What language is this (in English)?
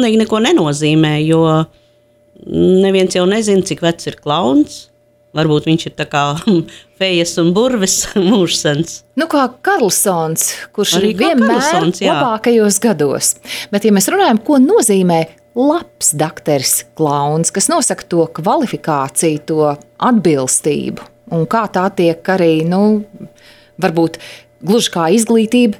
Latvian